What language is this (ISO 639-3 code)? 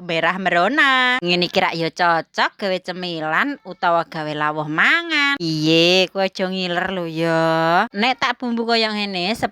jav